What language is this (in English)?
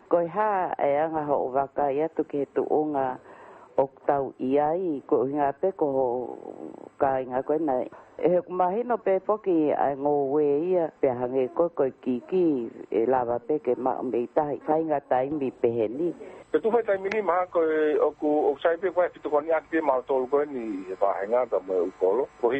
Tongan